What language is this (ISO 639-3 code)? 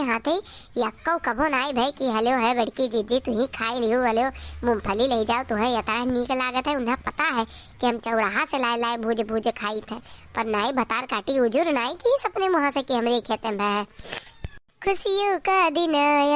awa